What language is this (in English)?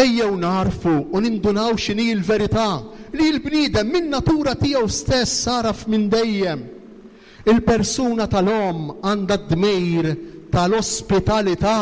Maltese